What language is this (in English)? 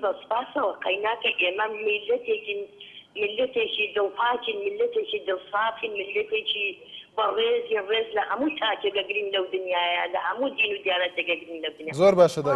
Central Kurdish